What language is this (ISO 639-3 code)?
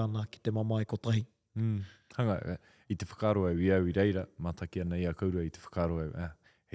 mri